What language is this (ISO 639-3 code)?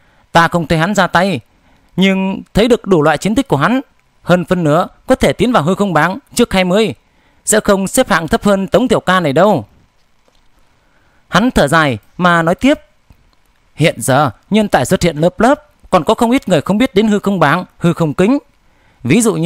vie